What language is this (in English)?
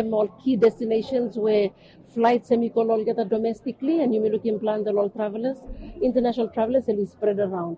Bislama